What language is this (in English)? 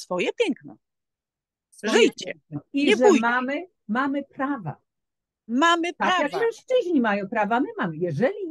Polish